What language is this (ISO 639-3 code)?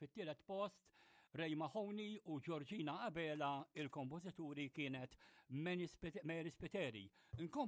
mlt